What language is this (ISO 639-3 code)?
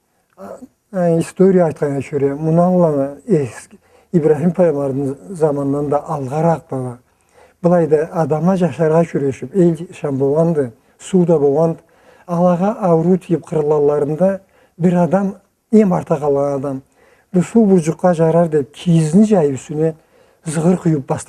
krc